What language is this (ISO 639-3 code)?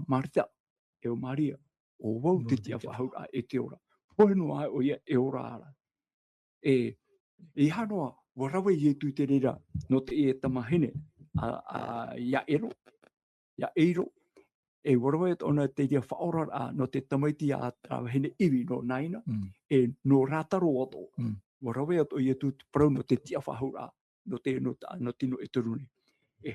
tah